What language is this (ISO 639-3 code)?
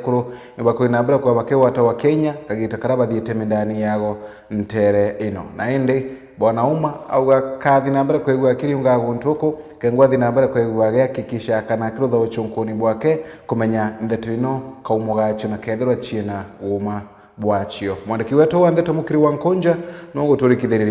mer